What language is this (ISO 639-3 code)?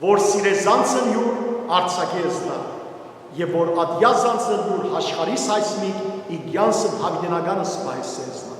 hyw